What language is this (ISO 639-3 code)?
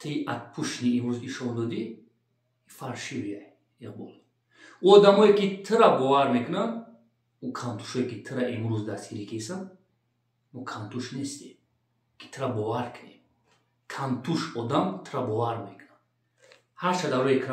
tgk